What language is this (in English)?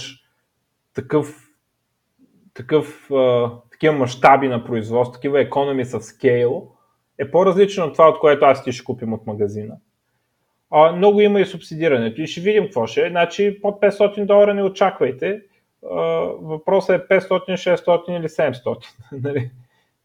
Bulgarian